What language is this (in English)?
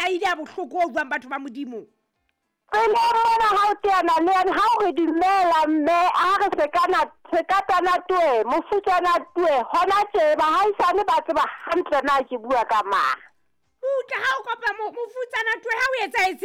Southern Sotho